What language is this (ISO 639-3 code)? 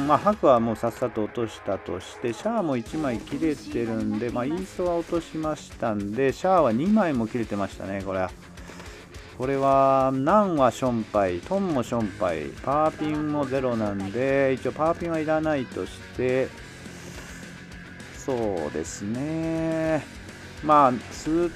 jpn